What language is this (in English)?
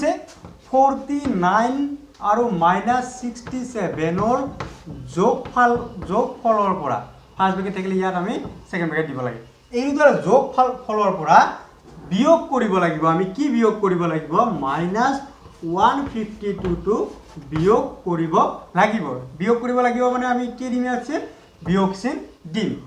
Assamese